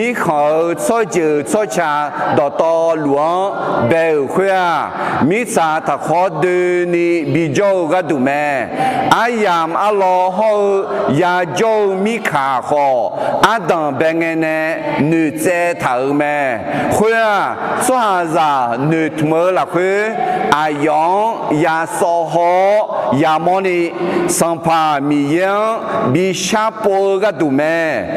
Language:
Akha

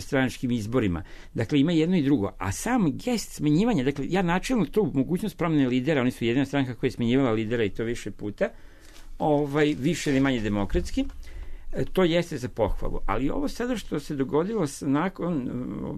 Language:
Serbian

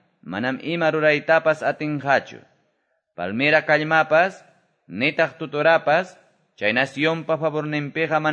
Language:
Quechua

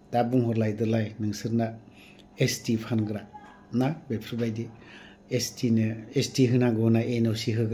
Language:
Bodo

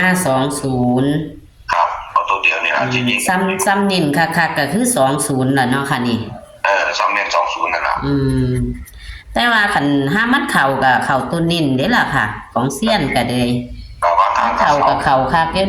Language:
Northeastern Thai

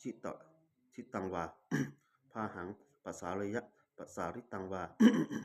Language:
Pali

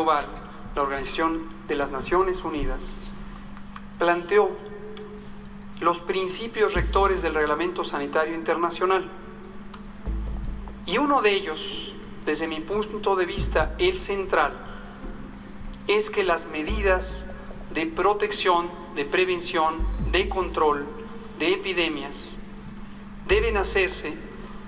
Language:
Spanish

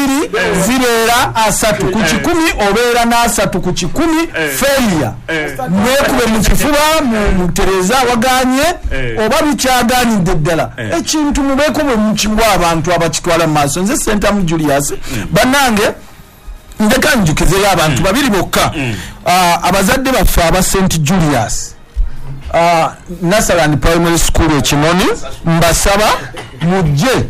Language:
Ganda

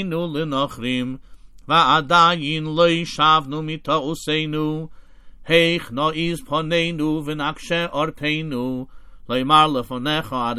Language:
Hebrew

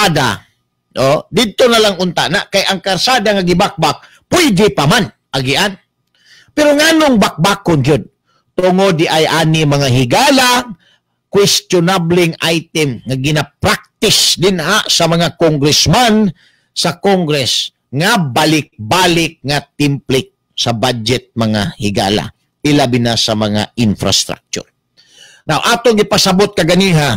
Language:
Cebuano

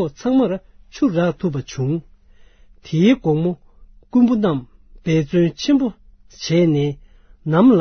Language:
Tibetan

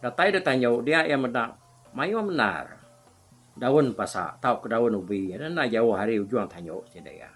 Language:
Iban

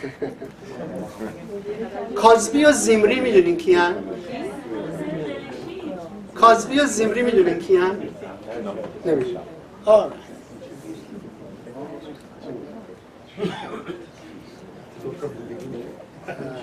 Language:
Persian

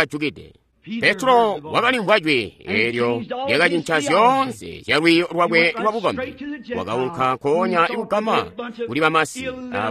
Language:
Tonga (Zambia)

